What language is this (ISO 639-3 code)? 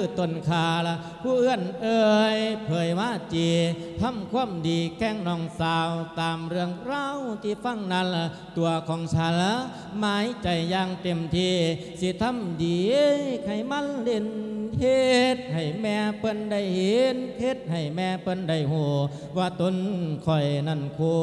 lao